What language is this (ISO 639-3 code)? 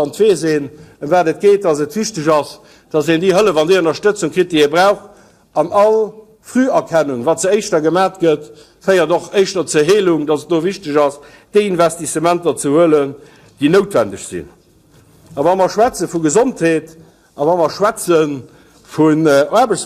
ltz